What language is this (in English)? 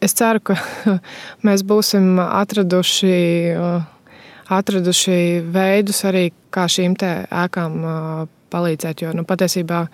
Latvian